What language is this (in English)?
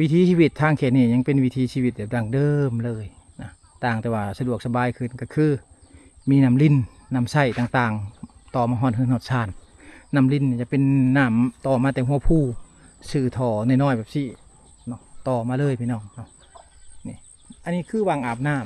Lao